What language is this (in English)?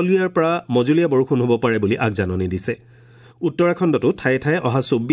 Assamese